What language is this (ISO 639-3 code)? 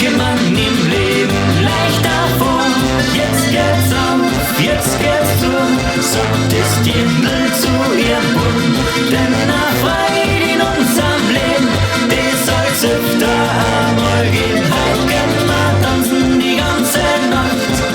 bar